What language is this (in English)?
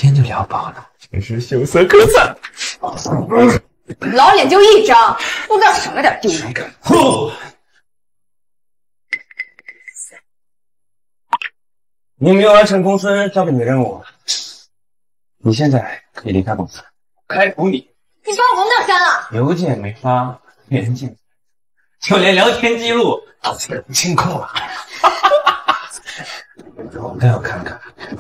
Chinese